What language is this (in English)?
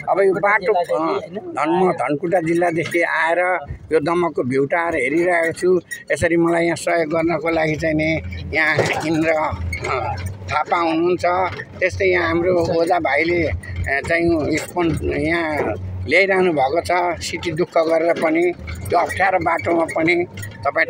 Nepali